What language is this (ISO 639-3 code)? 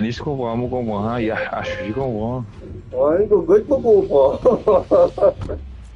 mfe